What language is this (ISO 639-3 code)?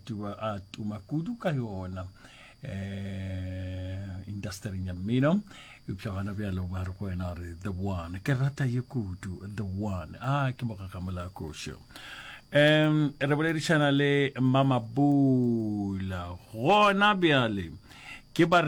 nso